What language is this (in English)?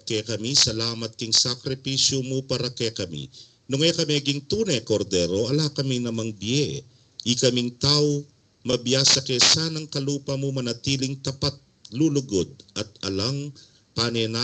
Pampanga